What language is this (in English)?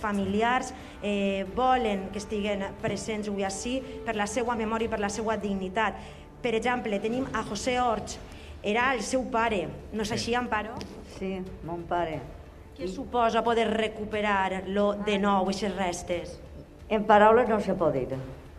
Catalan